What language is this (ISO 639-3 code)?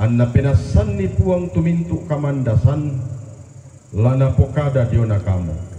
sda